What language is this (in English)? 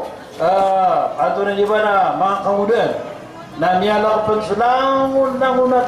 Maranao